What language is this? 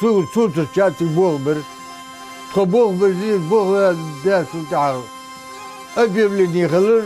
Ingush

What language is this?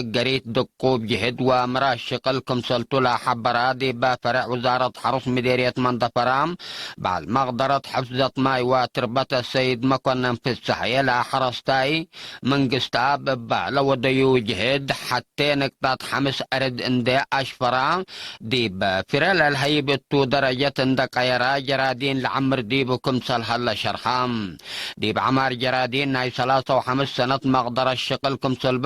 Tigre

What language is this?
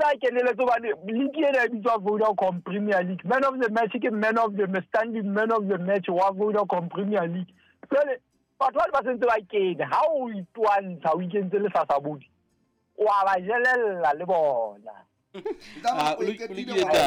Southern Sotho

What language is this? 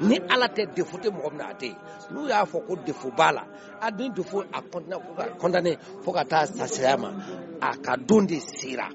Bambara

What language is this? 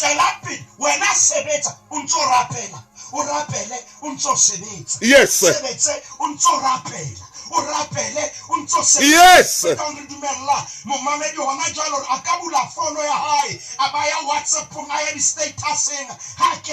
Southern Sotho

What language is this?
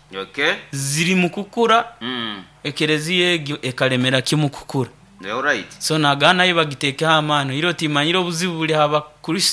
Nyankole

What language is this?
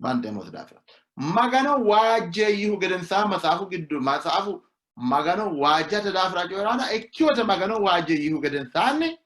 Sidamo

